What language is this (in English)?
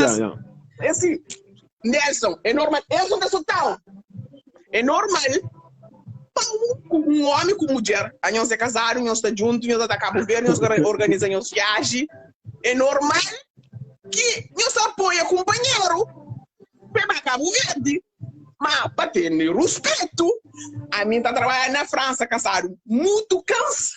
Kabuverdianu